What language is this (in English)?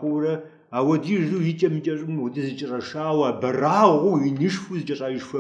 Kabardian